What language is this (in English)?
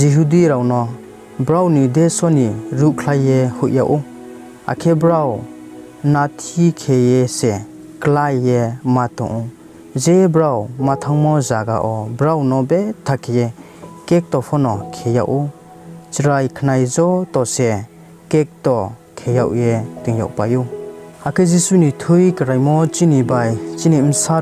Riang (India)